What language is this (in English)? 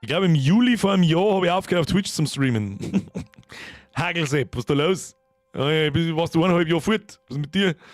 Bavarian